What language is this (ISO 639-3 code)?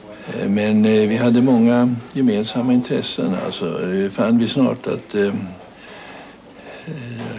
swe